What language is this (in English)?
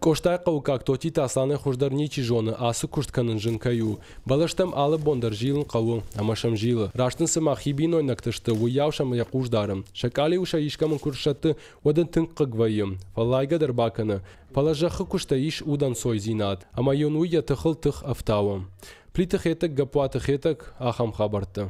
Ossetic